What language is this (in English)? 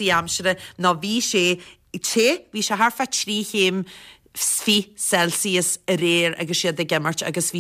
Irish